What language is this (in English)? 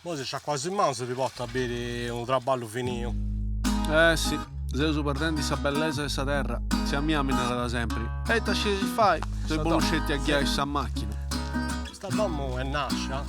Sardinian